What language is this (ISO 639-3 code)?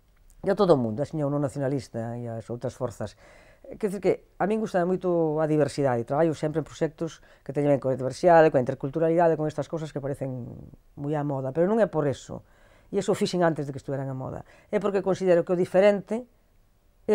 glg